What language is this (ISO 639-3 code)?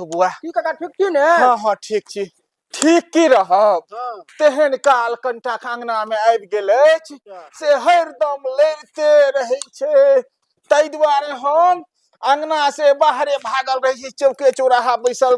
mai